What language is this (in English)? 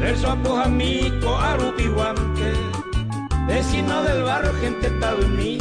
Guarani